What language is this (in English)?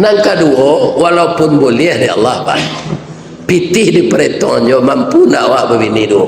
Minangkabau